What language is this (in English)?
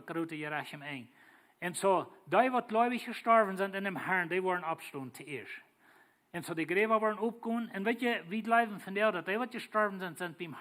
Plautdietsch